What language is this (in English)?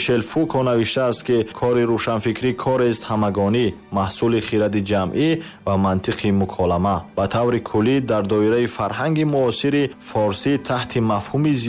Tajik